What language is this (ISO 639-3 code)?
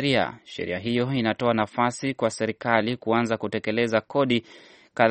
swa